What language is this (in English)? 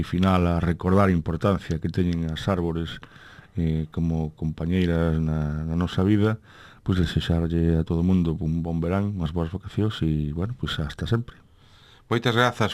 Galician